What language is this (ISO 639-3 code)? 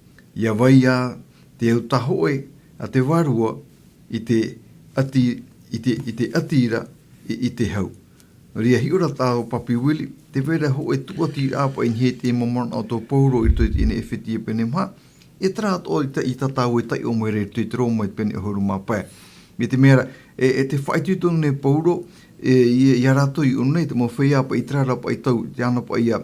tah